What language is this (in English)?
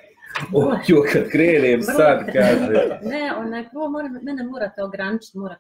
Croatian